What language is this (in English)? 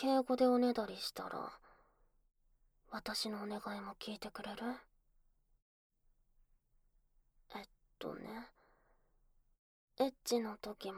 Japanese